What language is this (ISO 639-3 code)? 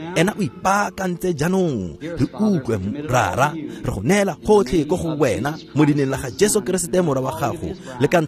tsn